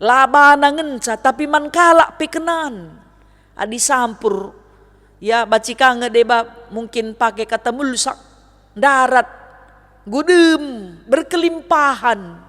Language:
Batak Karo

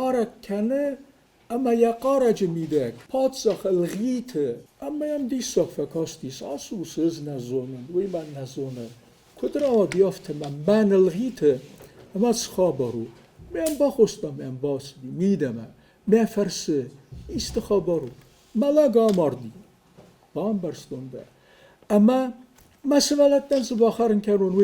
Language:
Ossetic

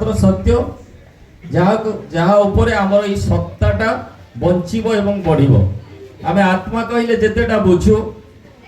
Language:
Odia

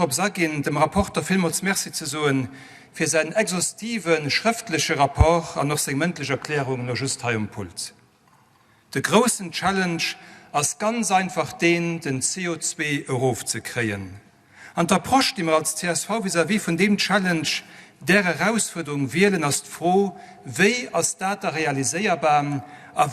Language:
Luxembourgish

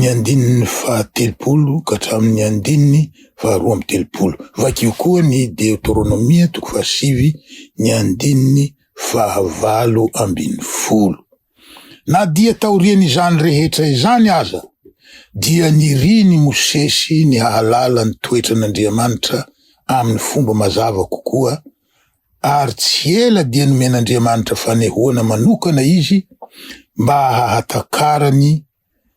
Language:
Malagasy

